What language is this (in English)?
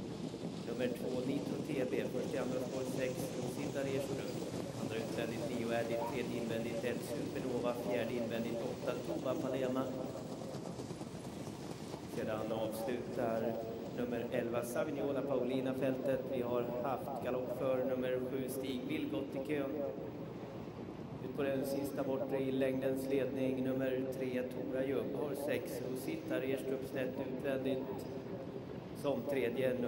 Swedish